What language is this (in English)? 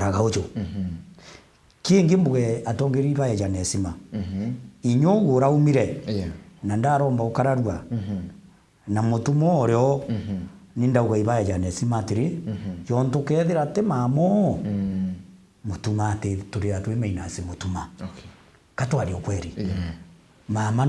Meru